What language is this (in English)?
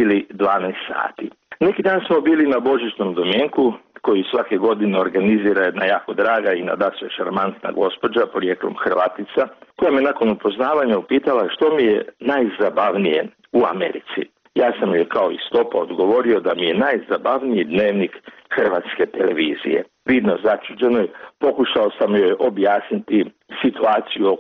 Croatian